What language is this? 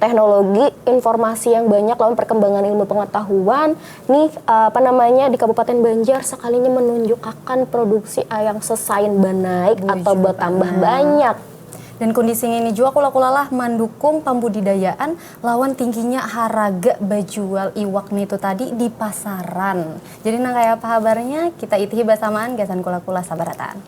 Banjar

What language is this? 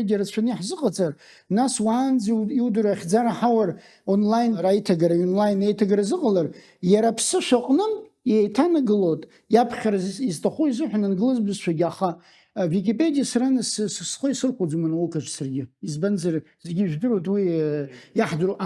Abkhazian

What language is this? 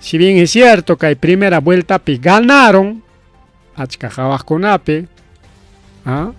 Ayacucho Quechua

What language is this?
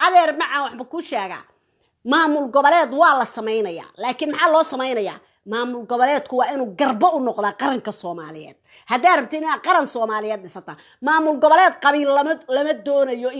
Somali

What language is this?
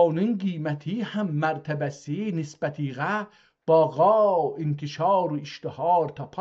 South Azerbaijani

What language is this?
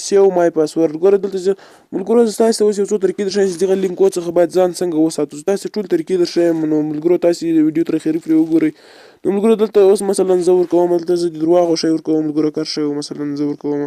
Pashto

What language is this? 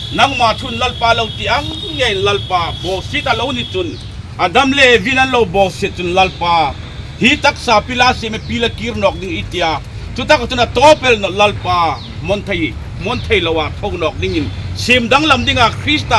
Hmar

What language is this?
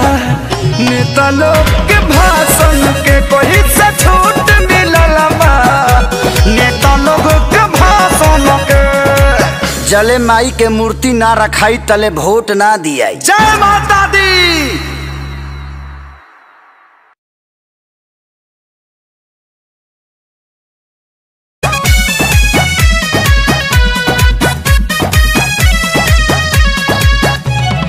Bhojpuri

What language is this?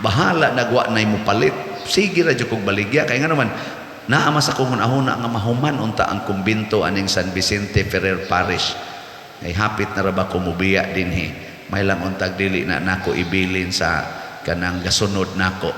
Cebuano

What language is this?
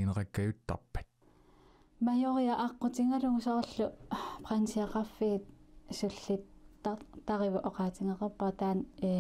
Kalaallisut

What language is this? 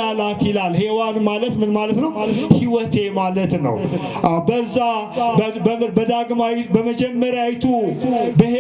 Amharic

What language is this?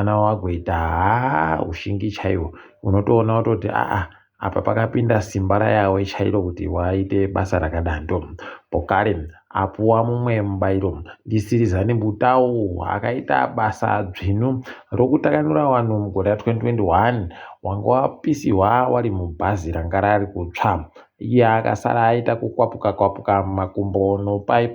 Ndau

